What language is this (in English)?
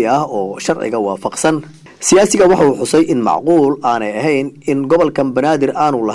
Somali